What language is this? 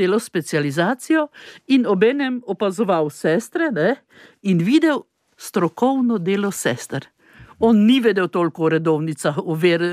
Slovenian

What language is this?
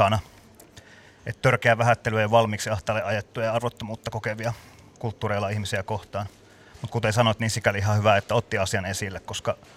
Finnish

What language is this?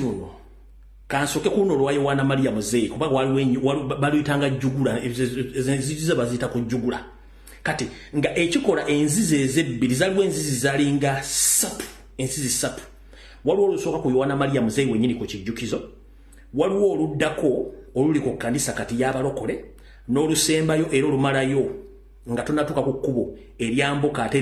Ganda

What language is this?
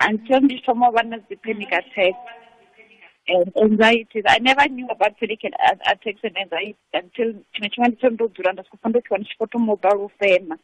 Venda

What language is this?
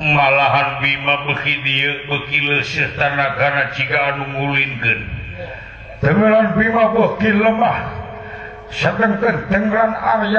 Sundanese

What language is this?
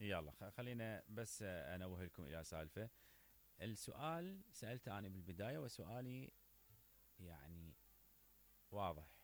Mesopotamian Arabic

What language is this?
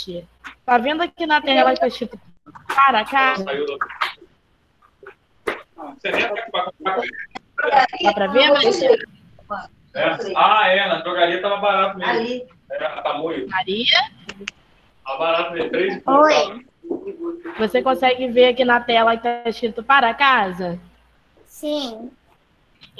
Portuguese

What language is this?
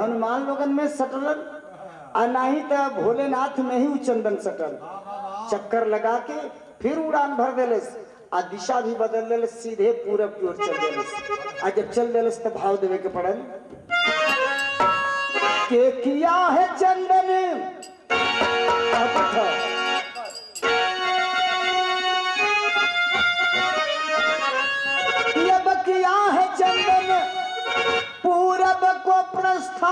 Bhojpuri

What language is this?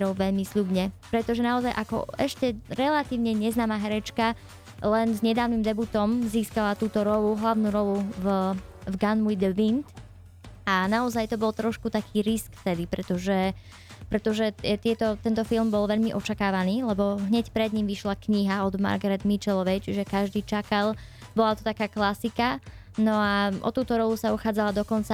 Slovak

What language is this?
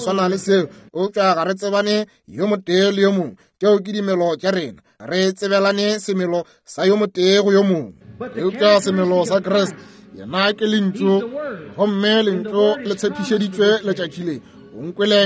Northern Sotho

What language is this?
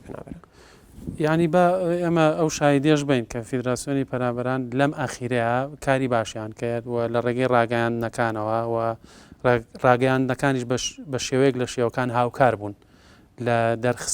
Central Kurdish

